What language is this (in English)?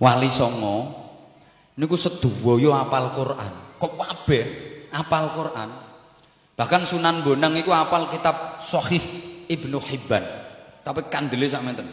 Javanese